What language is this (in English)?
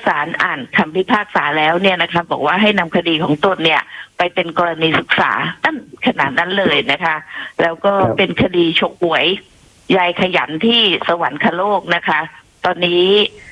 Thai